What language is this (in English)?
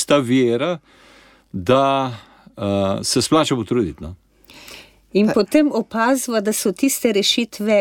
Slovenian